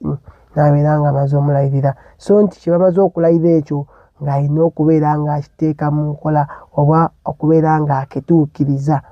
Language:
Ganda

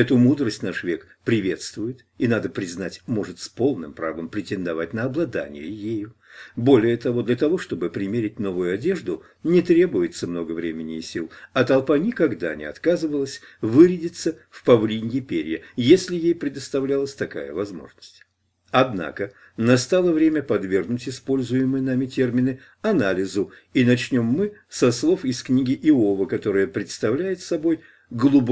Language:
Russian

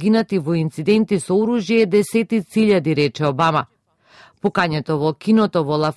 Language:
Macedonian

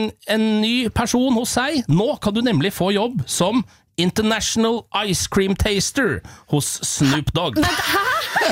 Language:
Norwegian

